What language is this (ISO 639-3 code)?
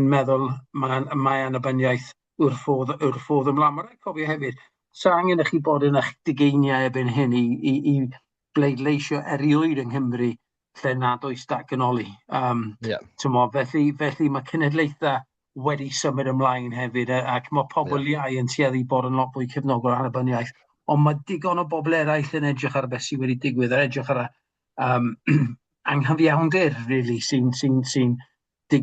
cym